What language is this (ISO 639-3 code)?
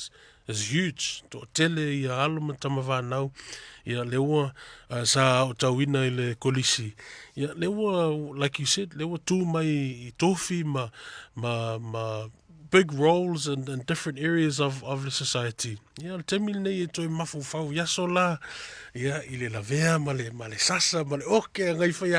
smo